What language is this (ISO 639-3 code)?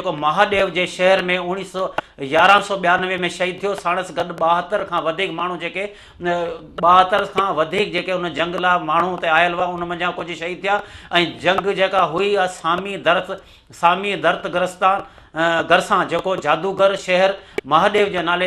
snd